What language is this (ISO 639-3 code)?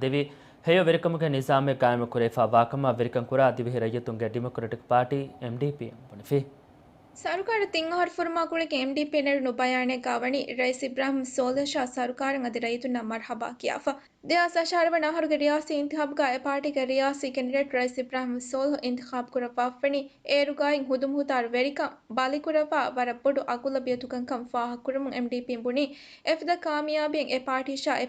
div